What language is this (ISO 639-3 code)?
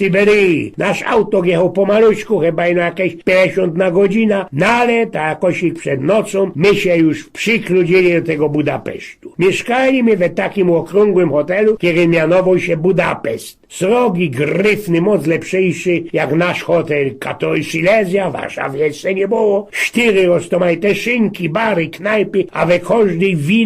szl